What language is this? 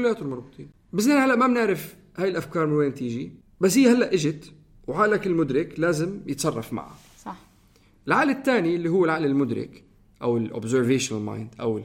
North Levantine Arabic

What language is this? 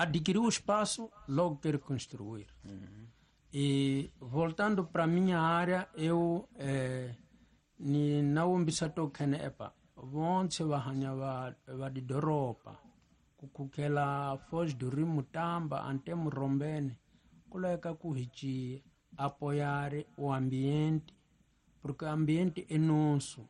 Tsonga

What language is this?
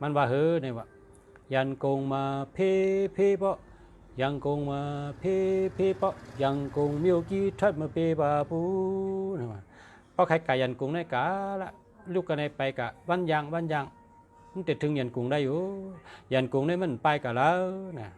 Shan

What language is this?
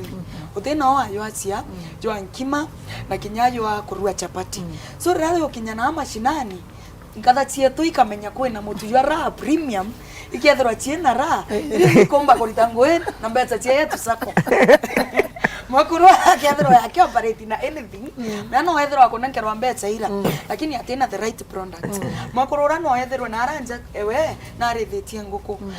Meru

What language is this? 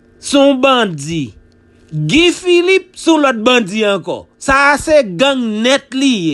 Haitian Creole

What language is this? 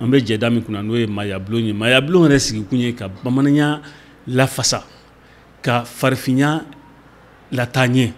Bambara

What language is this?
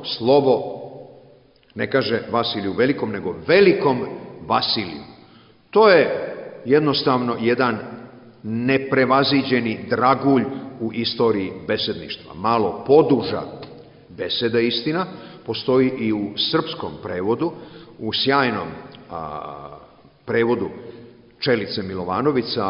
Serbian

